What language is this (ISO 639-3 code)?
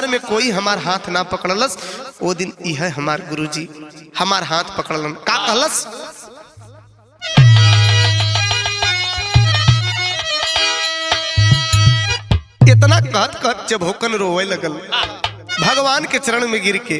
bho